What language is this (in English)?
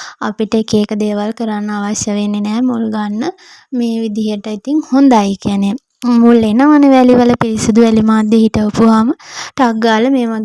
Sinhala